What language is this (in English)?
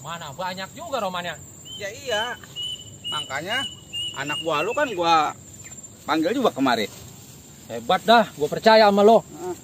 Betawi